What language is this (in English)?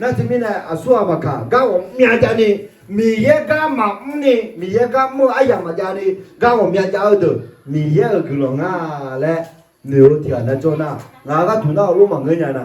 Akha